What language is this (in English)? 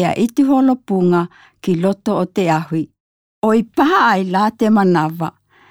Malagasy